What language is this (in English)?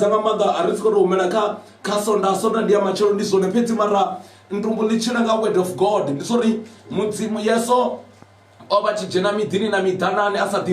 Venda